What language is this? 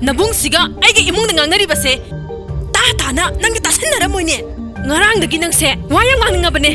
Manipuri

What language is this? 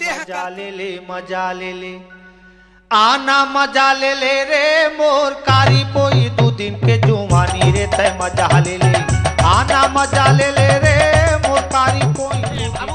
Chhattisgarhi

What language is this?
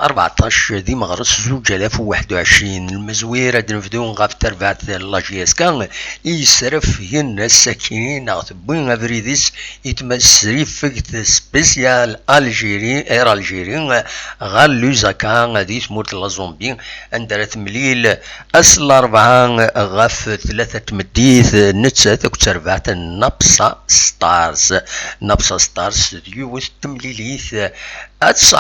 Kabyle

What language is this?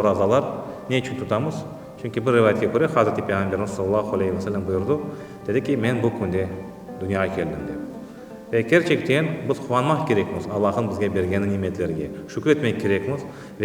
Crimean Tatar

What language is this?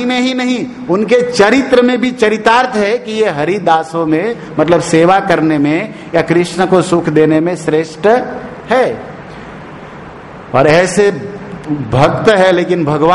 Hindi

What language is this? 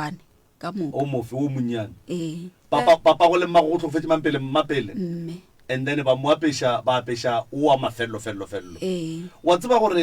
Northern Sotho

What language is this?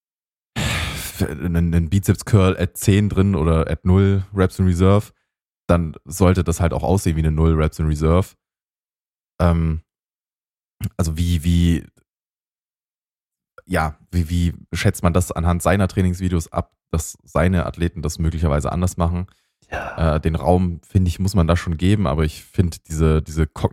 German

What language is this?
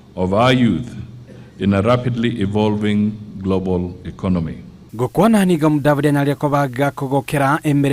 Gusii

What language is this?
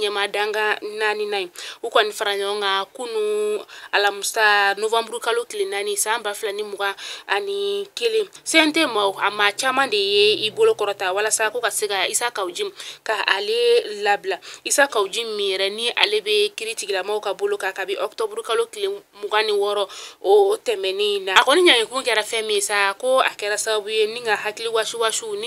Bambara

